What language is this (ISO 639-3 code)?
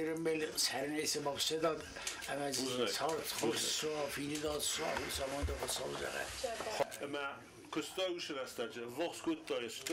oss